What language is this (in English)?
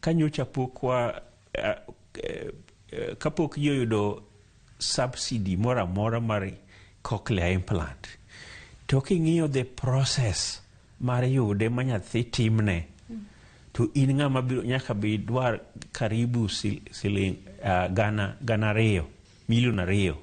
Luo (Kenya and Tanzania)